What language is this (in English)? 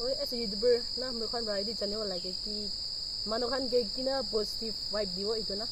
Naga Pidgin